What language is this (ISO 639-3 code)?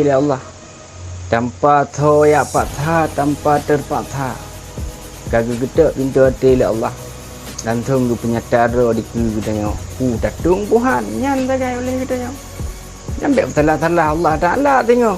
ace